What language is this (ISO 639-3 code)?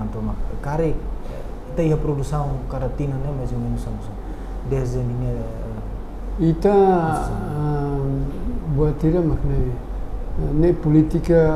tet